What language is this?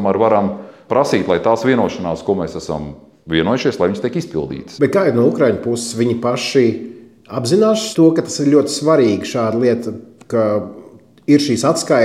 Latvian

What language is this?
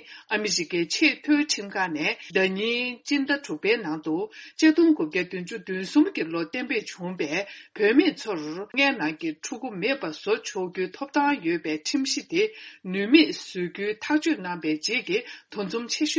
Tibetan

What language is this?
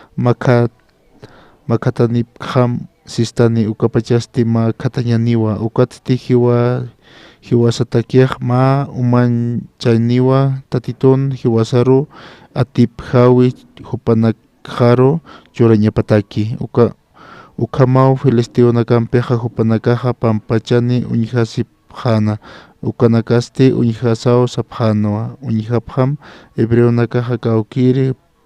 Aymara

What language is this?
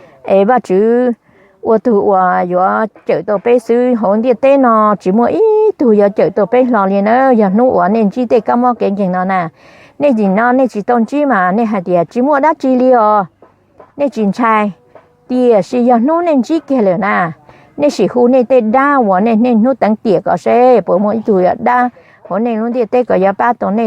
Hmong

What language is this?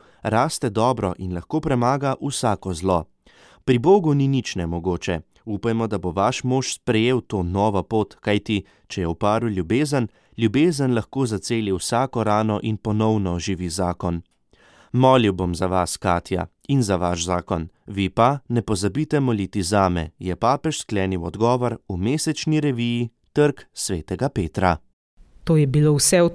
Slovenian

